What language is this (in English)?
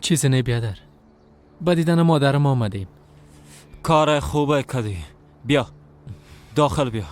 Persian